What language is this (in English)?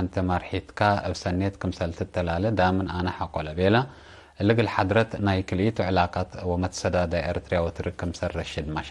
Tigre